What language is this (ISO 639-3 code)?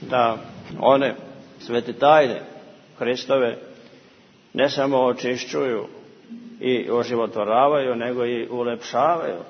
srp